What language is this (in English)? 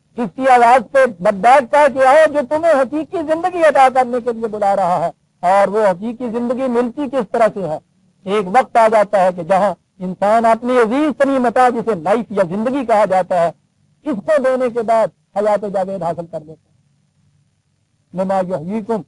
Urdu